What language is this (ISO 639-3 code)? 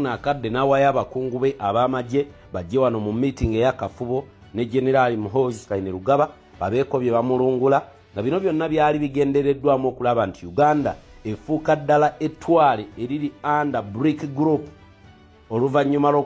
lug